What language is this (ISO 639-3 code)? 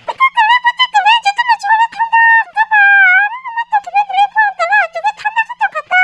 trp